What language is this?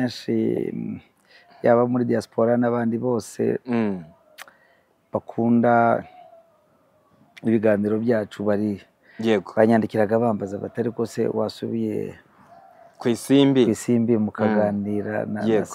Kinyarwanda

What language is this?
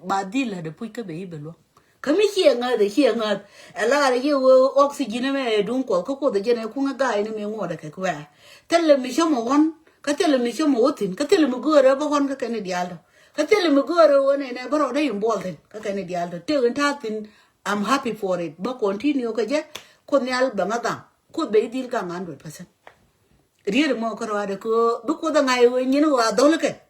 Nuer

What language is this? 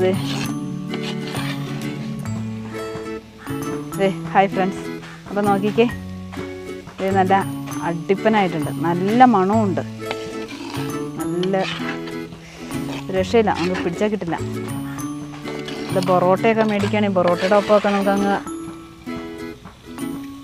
Malayalam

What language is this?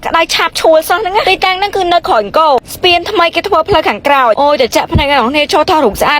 Khmer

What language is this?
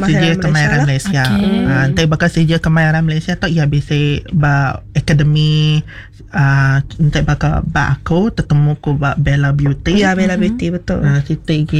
Iban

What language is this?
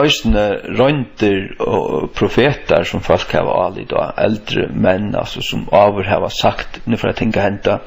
Faroese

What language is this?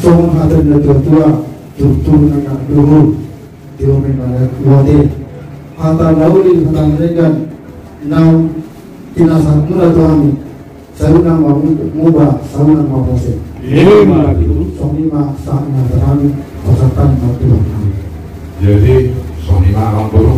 Batak Toba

